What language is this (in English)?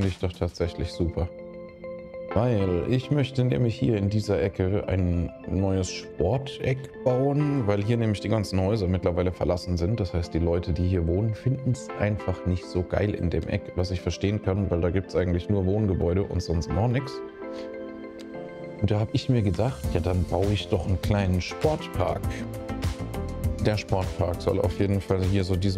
German